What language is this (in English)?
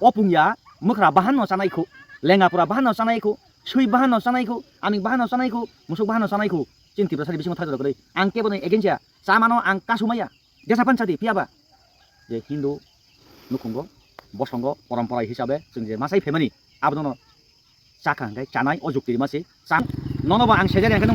Kok Borok